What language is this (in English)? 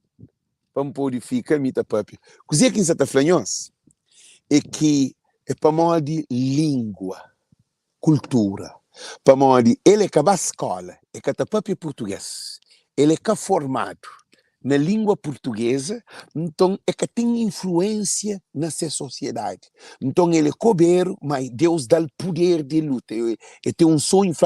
Kabuverdianu